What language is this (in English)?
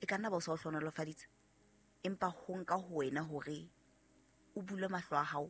Southern Sotho